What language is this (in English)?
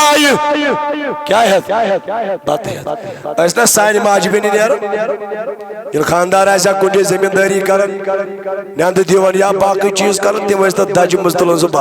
Kashmiri